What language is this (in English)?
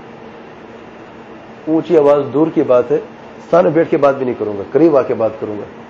Urdu